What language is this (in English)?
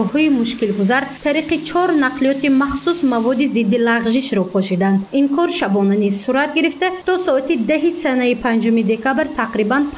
Tajik